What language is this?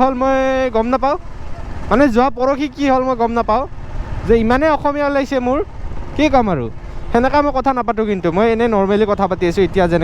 Assamese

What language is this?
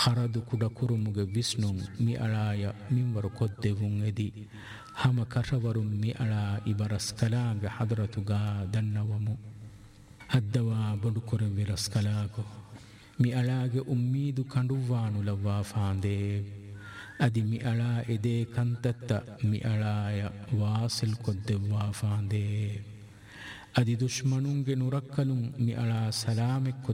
Divehi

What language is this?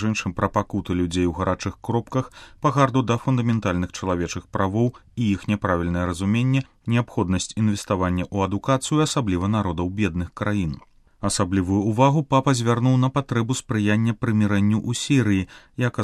Belarusian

